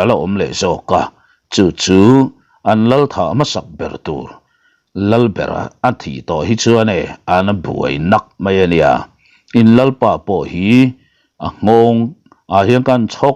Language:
Mizo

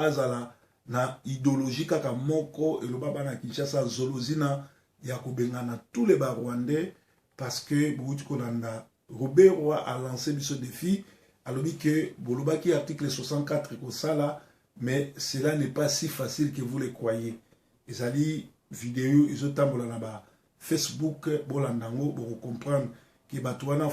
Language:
Lingala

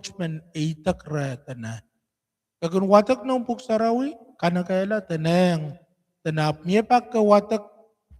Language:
Pohnpeian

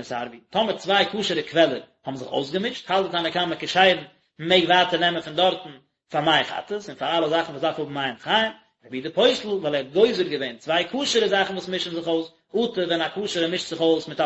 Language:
Yiddish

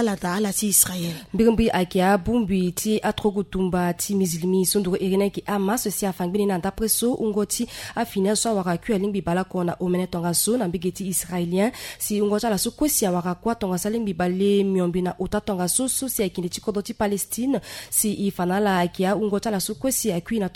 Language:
Sango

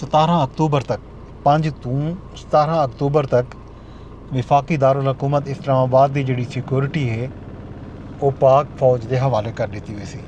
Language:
Saraiki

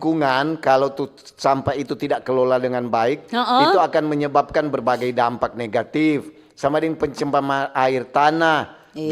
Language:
Manado Malay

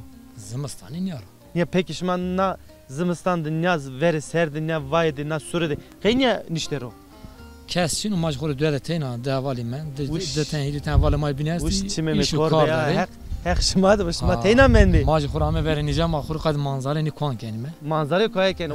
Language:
Zaza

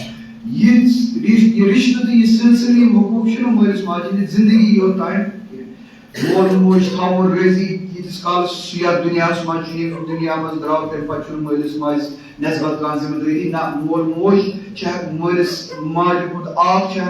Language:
Kashmiri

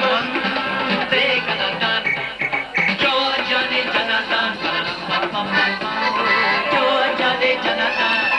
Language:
Persian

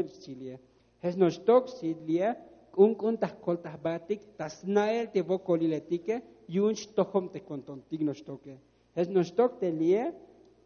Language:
Tzotzil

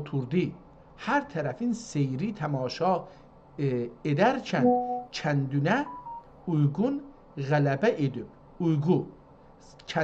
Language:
South Azerbaijani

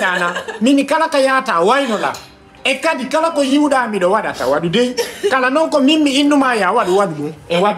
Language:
Fula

